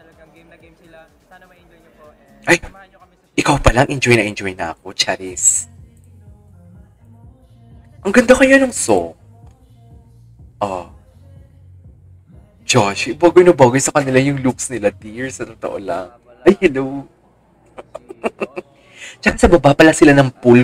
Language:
Filipino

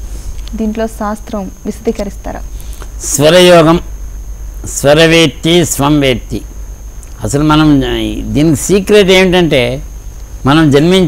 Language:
Telugu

